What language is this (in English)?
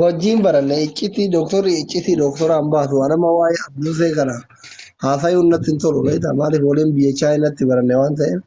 Oromo